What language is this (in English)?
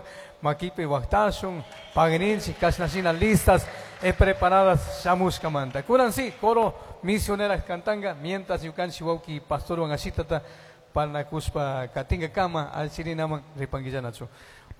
Chimborazo Highland Quichua